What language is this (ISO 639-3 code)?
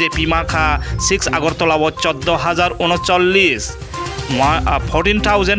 trp